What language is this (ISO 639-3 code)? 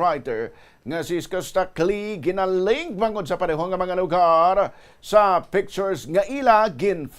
hil